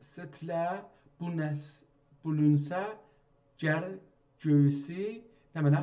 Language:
South Azerbaijani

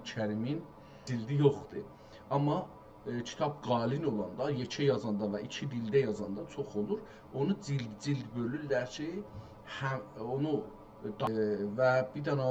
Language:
South Azerbaijani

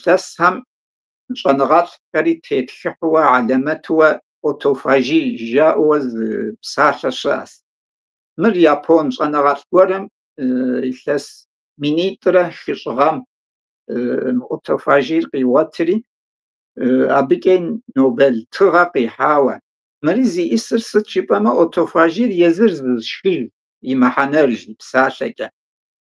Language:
Kabardian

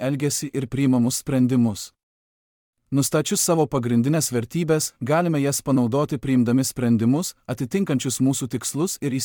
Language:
Lithuanian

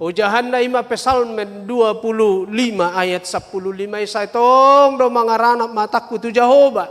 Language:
Batak Toba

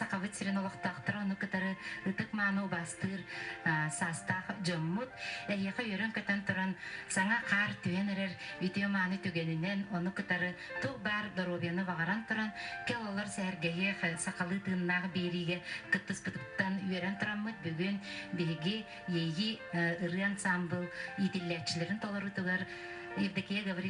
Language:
Yakut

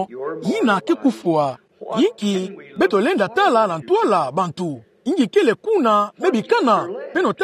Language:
Kituba (Democratic Republic of Congo)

